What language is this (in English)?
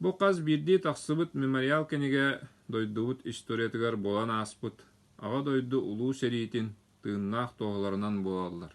Yakut